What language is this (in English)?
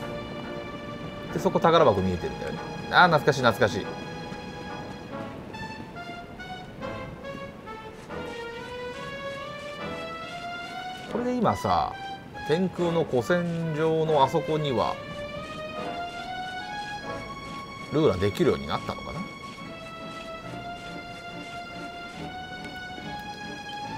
Japanese